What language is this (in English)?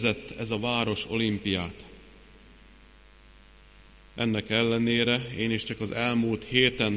Hungarian